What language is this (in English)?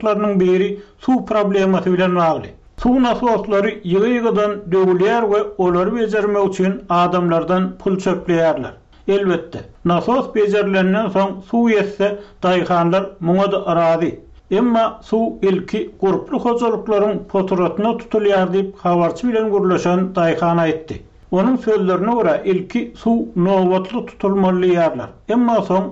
Turkmen